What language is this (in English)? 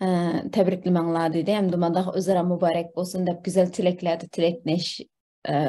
Uyghur